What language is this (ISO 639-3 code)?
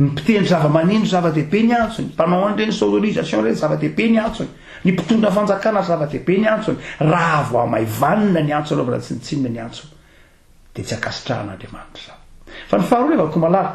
mlg